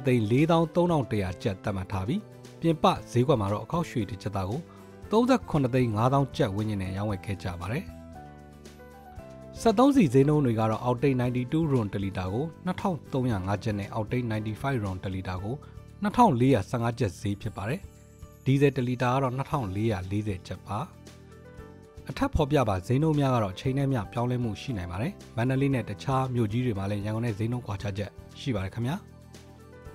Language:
Burmese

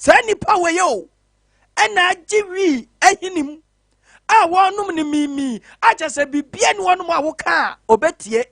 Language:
Akan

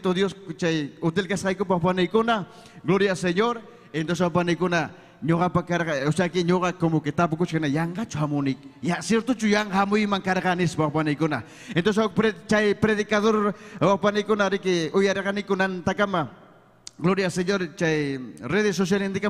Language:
Ayacucho Quechua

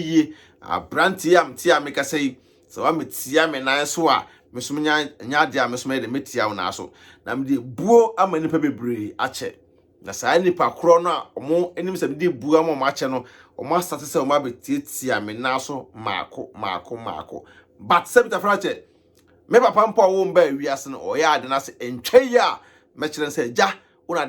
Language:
Akan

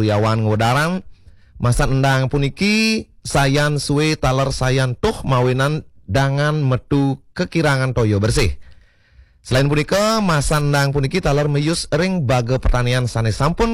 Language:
Balinese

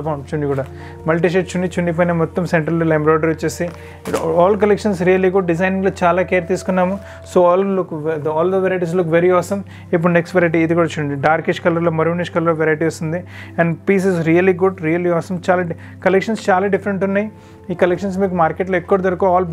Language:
Telugu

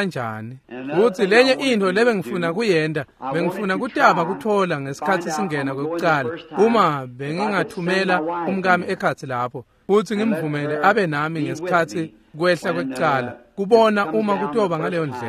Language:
Swati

